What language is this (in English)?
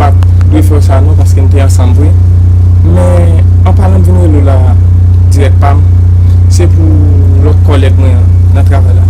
Haitian Creole